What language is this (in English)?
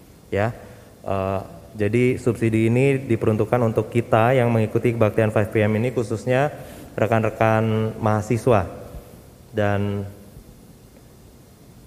Indonesian